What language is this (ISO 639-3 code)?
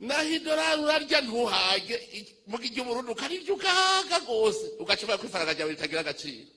run